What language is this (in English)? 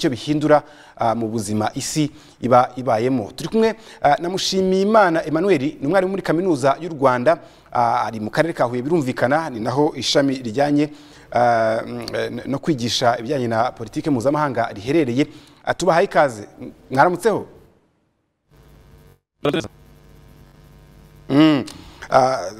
Kinyarwanda